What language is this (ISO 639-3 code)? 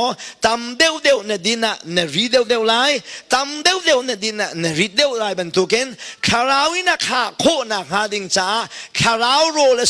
cnh